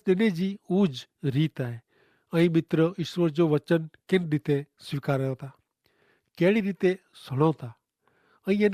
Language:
Kachhi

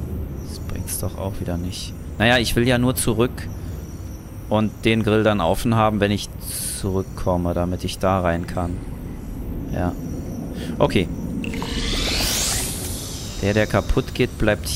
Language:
German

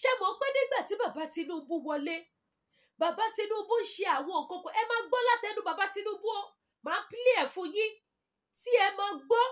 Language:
Yoruba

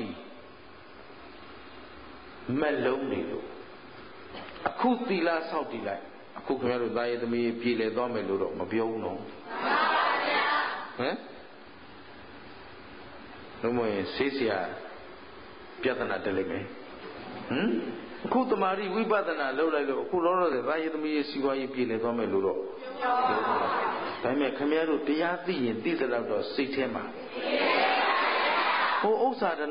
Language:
Burmese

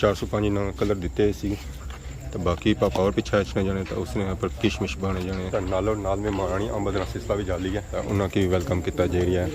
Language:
Pahari-Potwari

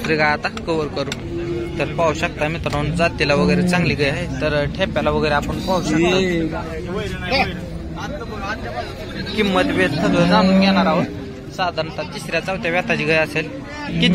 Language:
Marathi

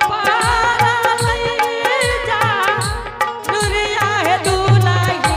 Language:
Angika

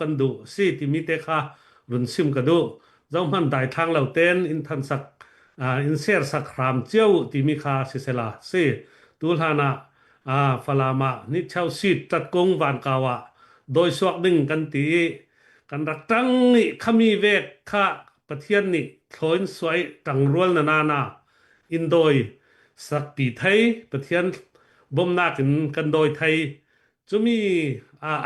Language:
Falam Chin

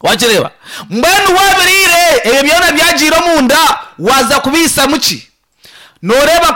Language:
Nyankole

